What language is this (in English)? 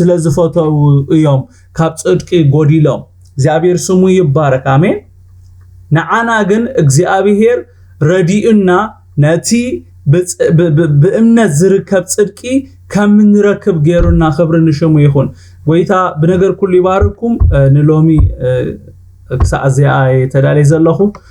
Tigrinya